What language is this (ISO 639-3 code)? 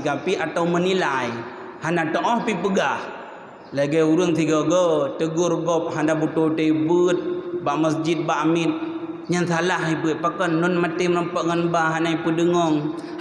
ace